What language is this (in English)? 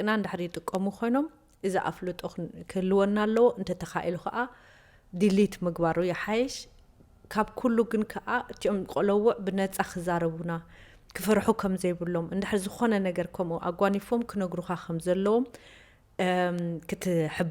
Tigrinya